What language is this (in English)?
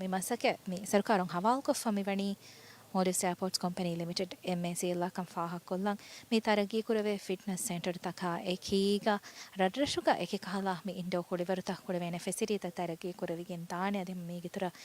Divehi